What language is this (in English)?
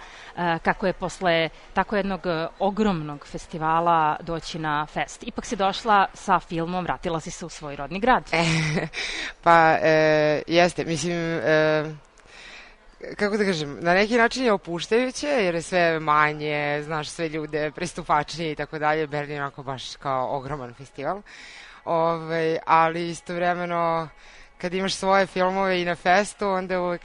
Serbian